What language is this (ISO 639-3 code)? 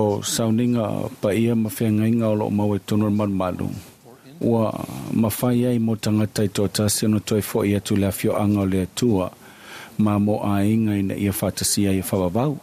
smo